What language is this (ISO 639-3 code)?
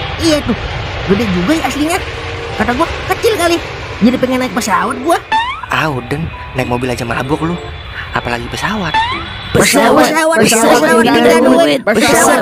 bew